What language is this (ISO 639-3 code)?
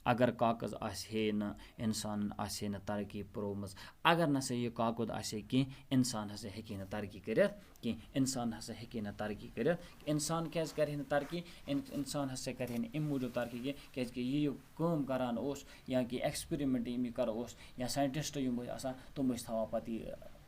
kas